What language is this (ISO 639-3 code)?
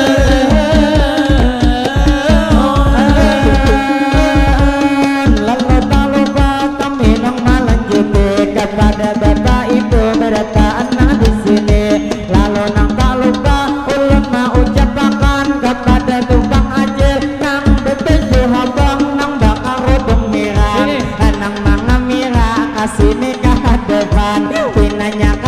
bjn